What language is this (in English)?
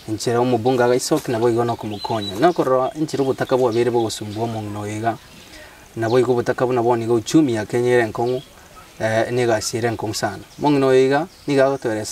Gusii